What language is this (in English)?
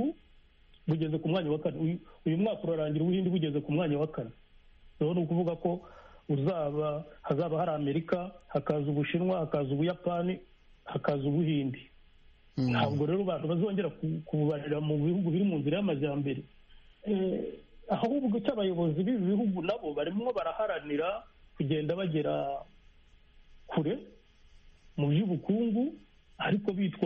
Kinyarwanda